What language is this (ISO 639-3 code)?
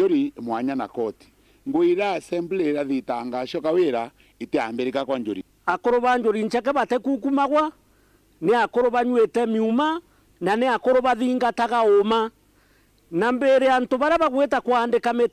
mer